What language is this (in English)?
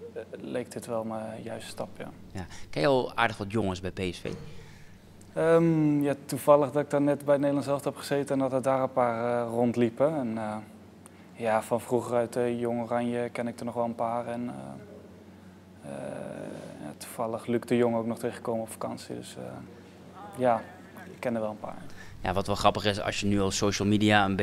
Dutch